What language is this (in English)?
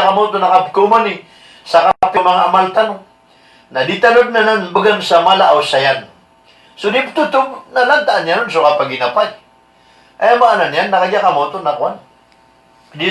Maranao